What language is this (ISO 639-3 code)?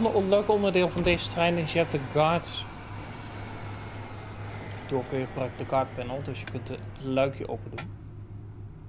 nld